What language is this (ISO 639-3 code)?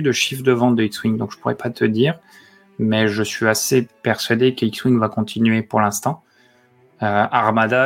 fra